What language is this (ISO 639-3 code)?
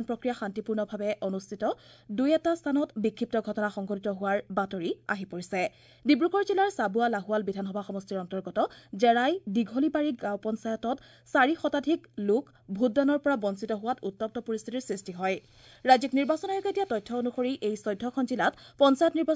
asm